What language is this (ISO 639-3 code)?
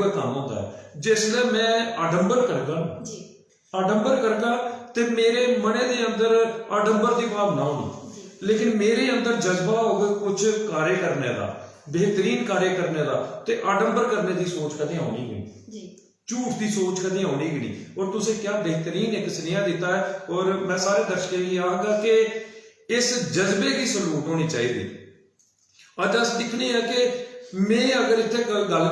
doi